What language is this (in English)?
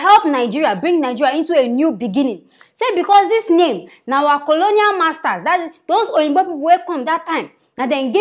Nigerian Pidgin